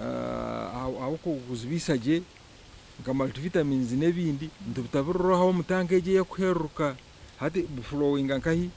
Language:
Nyankole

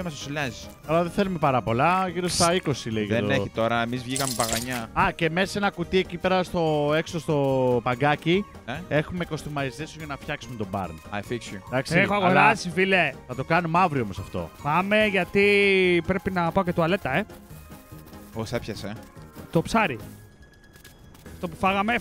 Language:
Greek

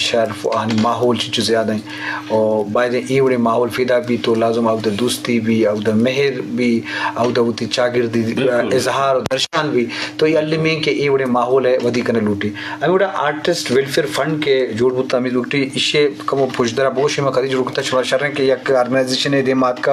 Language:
Eastern Balochi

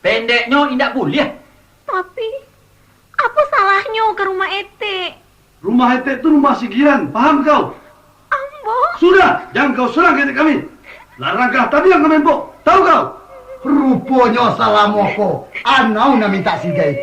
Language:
Minangkabau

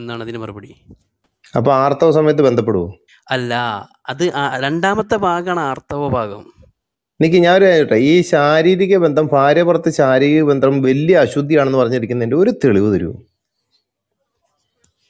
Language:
Malayalam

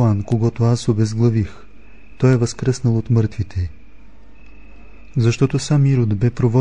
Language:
Bulgarian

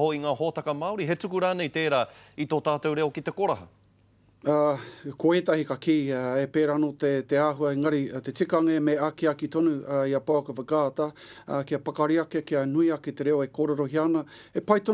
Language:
Māori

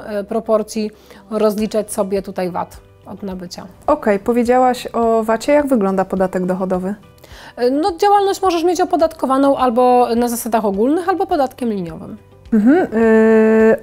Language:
Polish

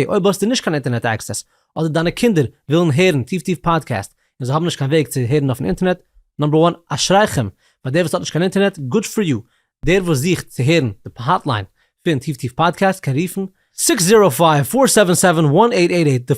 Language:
Yiddish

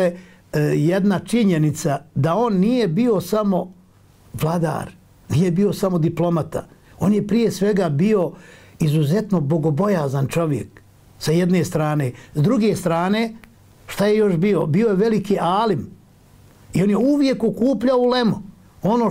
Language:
Bosnian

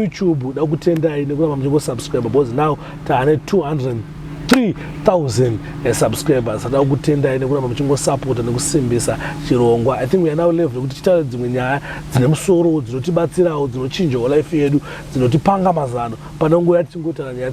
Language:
Shona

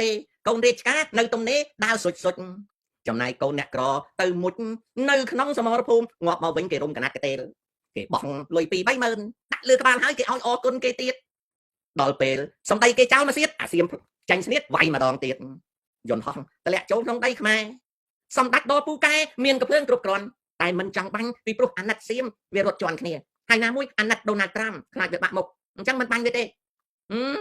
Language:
Khmer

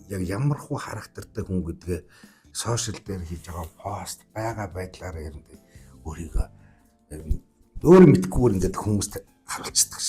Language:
Mongolian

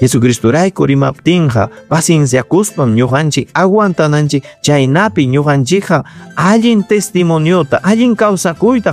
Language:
Ayacucho Quechua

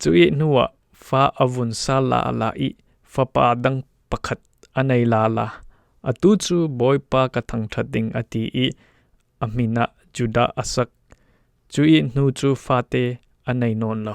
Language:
Falam Chin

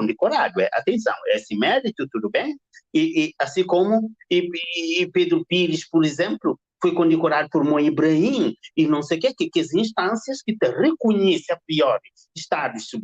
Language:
Kabuverdianu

